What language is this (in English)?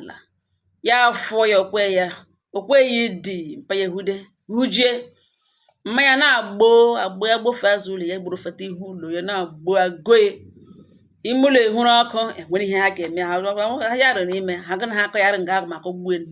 Igbo